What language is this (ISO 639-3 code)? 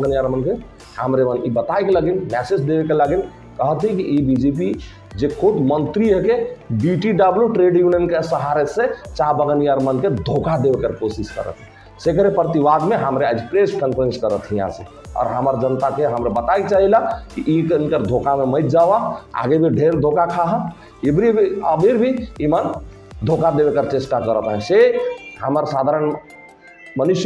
sck